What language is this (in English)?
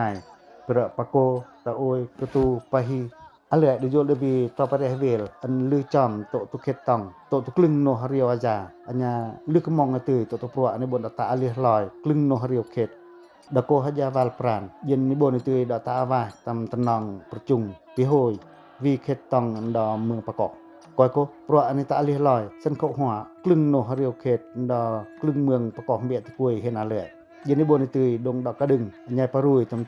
Pacoh